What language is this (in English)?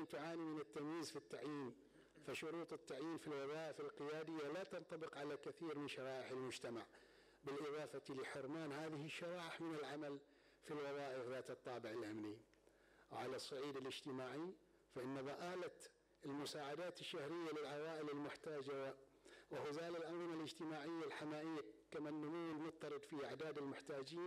Arabic